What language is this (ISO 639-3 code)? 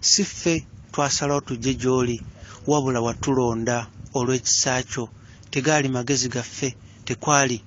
lug